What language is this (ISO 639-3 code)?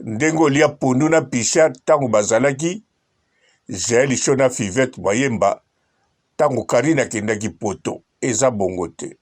lin